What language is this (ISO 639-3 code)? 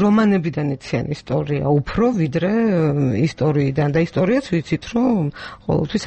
kat